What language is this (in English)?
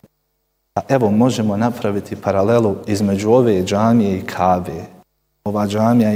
Bosnian